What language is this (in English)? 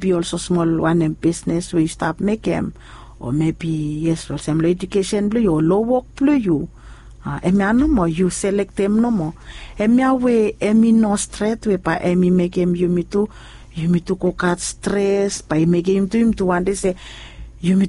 Bislama